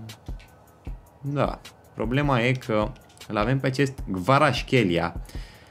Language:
Romanian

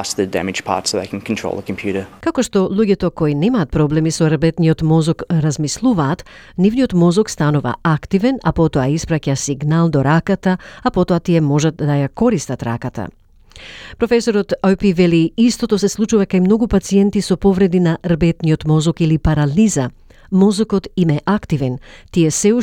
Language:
Macedonian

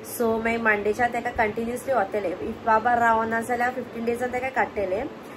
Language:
Konkani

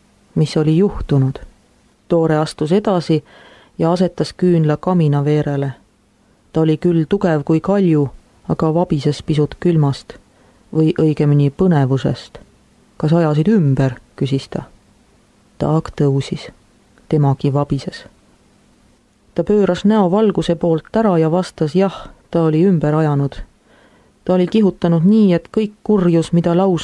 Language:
Estonian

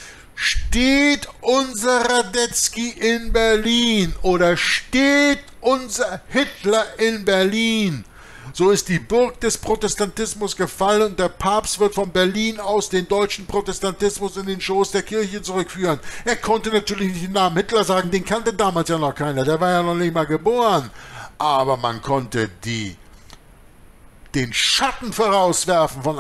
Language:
German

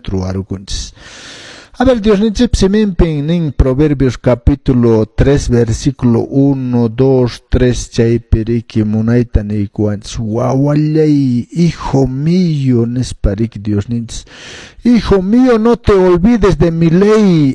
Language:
Quechua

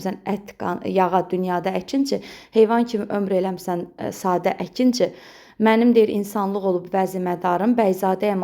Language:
Azerbaijani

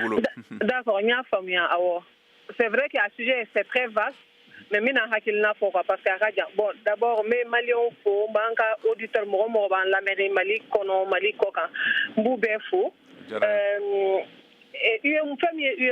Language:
Bambara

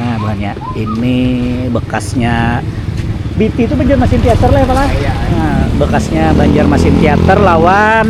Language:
Banjar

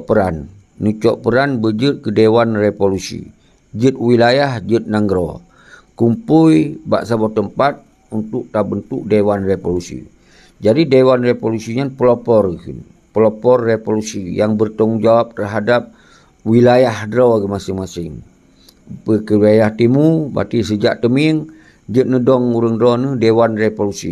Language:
Achinese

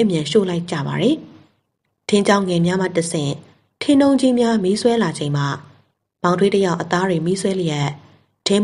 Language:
Burmese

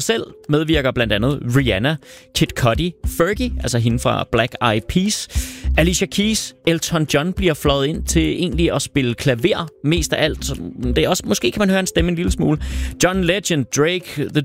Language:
Danish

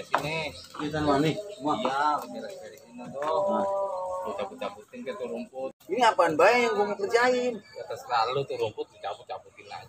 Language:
Betawi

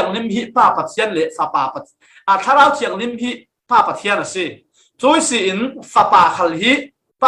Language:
Falam Chin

